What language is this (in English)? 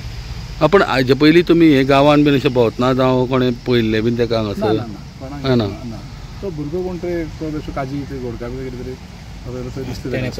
Konkani